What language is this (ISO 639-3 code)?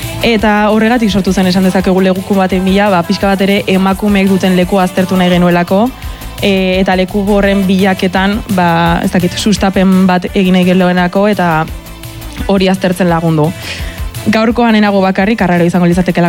eus